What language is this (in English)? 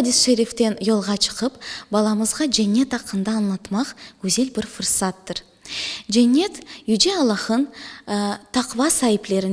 Crimean Tatar